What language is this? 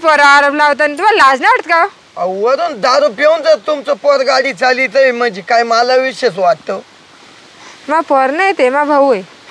Marathi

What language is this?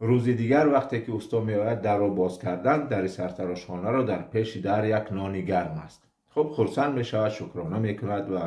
Tajik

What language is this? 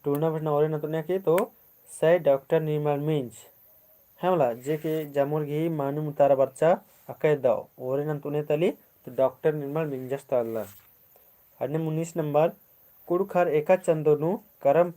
Kurukh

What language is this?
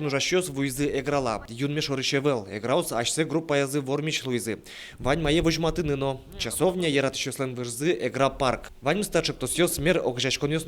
Udmurt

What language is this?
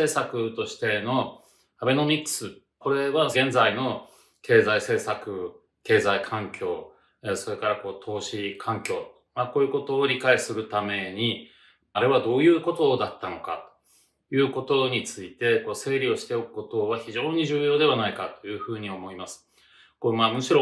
Japanese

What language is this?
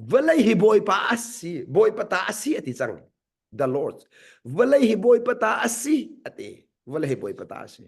Hakha Chin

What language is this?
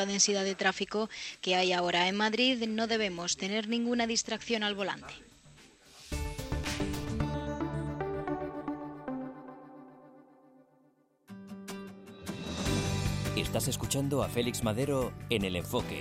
Spanish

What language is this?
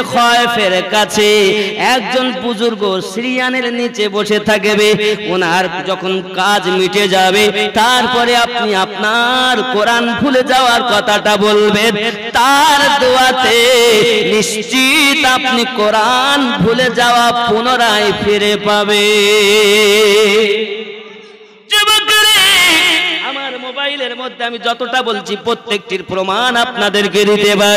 Bangla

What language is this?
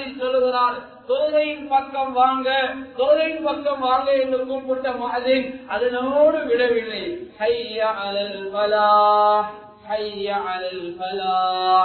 Tamil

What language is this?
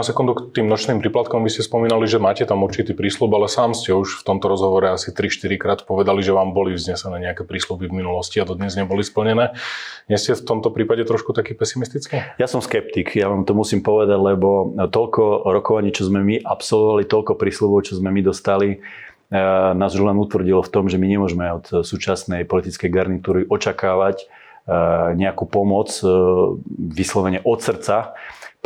Slovak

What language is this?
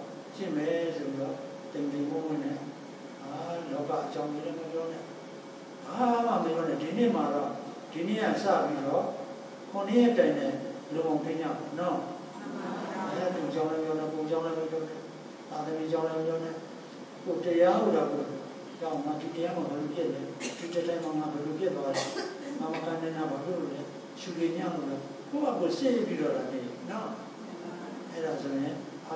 Burmese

